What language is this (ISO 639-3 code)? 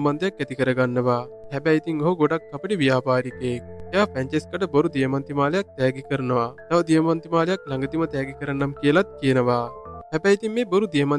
sin